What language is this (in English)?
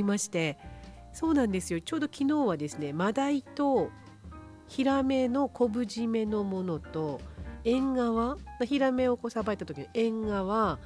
Japanese